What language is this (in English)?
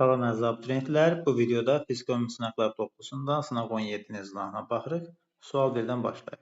Azerbaijani